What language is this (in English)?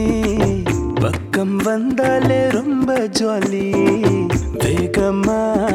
Tamil